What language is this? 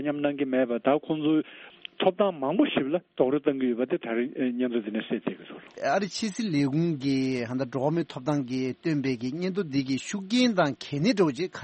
Tibetan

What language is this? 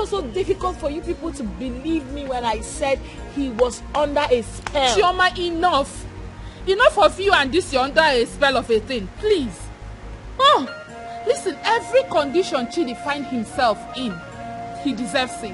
Nigerian Pidgin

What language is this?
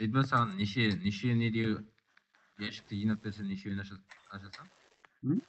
Kara-Kalpak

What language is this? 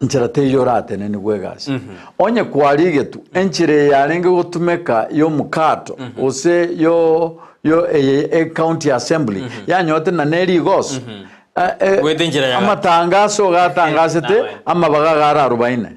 Gusii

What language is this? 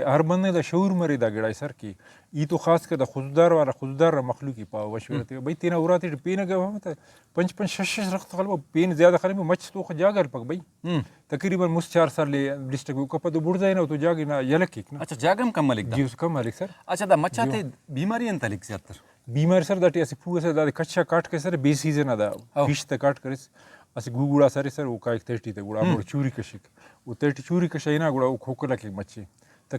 Brahui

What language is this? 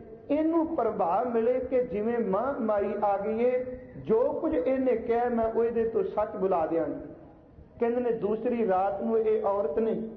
Punjabi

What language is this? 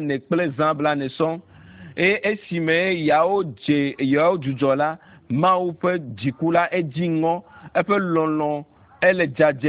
Ewe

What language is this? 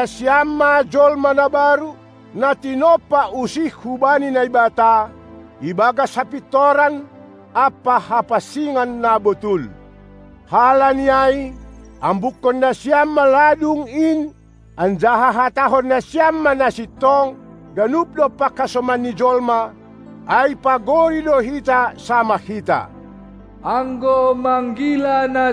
Batak Simalungun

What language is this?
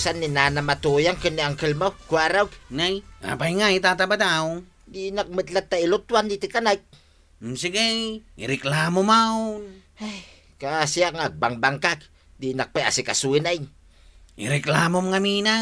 Iloko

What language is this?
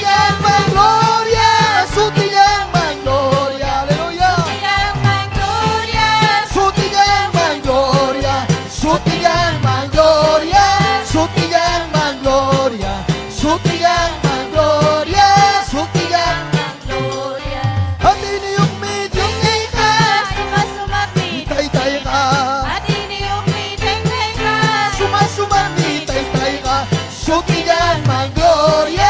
Ayacucho Quechua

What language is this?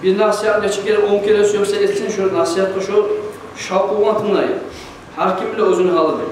Kumyk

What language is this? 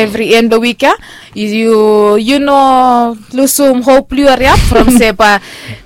Bislama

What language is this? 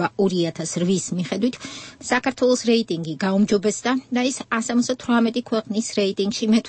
Georgian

